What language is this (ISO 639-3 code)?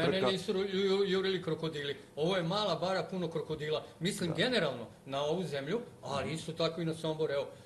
srp